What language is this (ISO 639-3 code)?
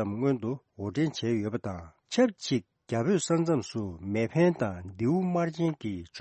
bod